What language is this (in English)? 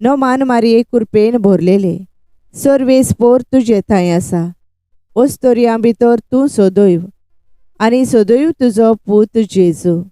Konkani